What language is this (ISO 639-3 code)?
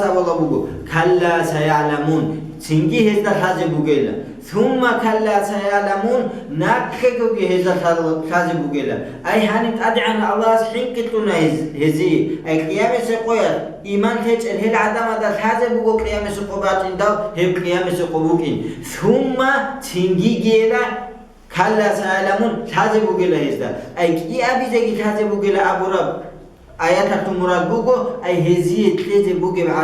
ava